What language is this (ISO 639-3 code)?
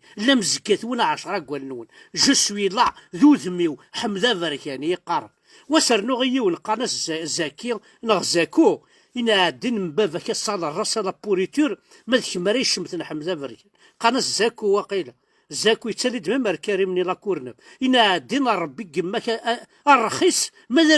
kab